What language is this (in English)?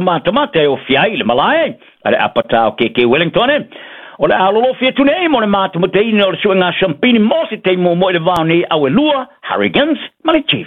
Samoan